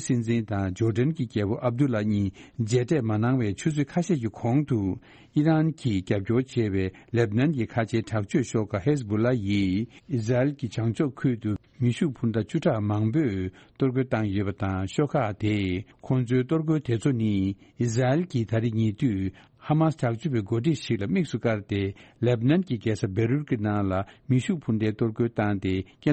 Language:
Tibetan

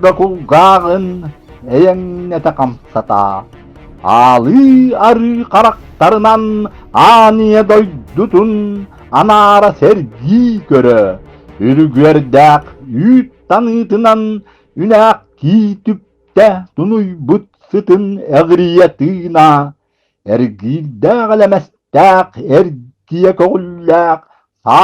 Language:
Yakut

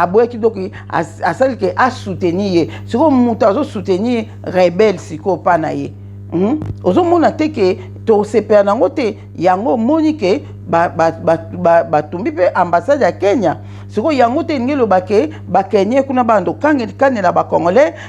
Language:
Lingala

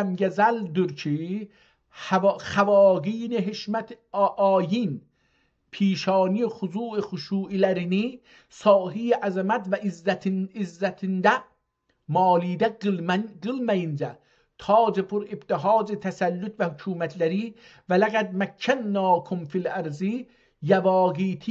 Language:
South Azerbaijani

